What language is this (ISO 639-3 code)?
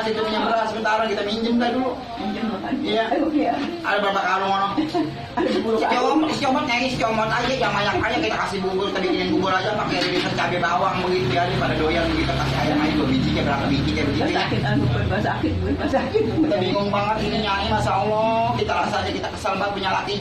bew